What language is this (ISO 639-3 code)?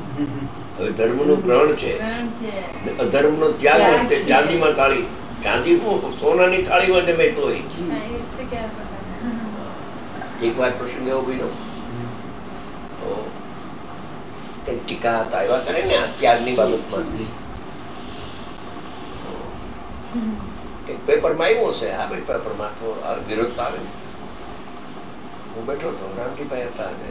guj